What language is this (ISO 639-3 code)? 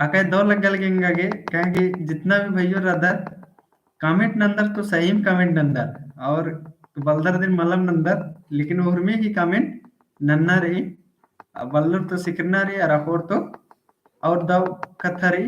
kru